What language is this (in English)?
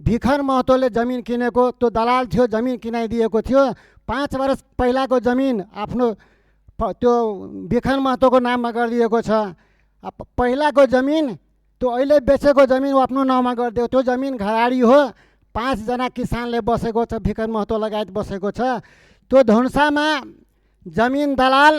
Nepali